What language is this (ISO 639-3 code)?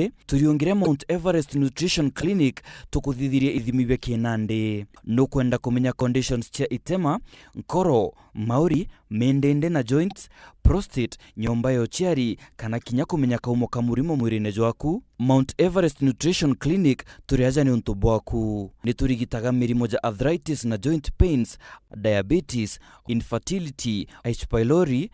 mer